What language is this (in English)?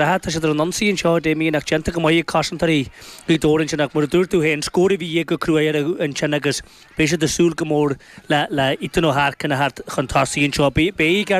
Irish